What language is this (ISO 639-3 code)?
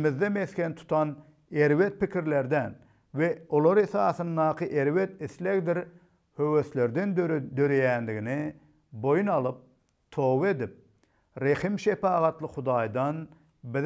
tuk